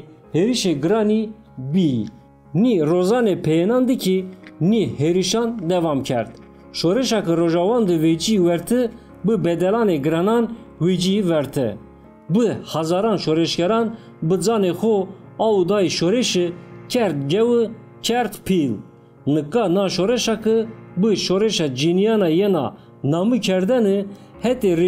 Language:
Zaza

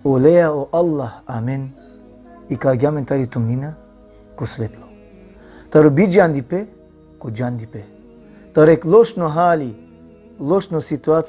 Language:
Balkan Romani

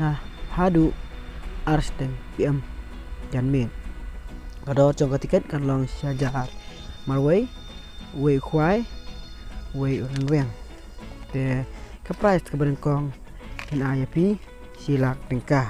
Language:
Khasi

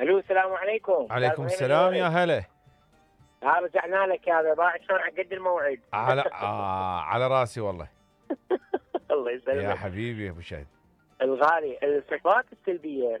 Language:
Mesopotamian Arabic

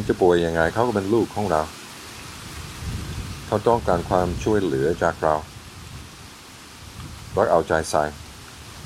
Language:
Thai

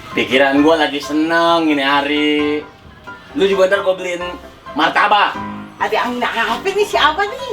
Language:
Betawi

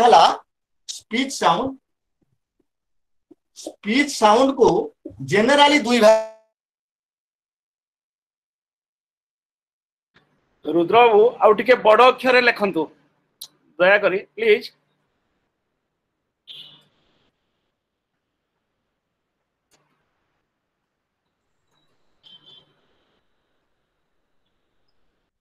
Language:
Odia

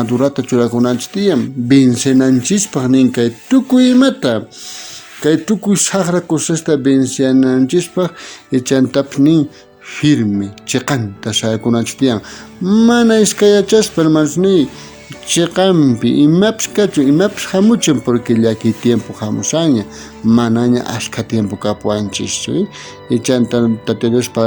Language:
South Bolivian Quechua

